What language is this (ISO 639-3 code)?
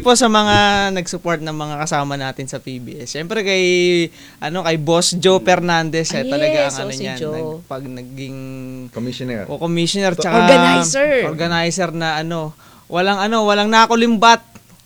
fil